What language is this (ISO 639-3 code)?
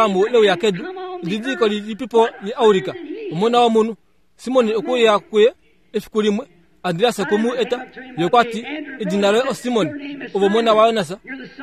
kua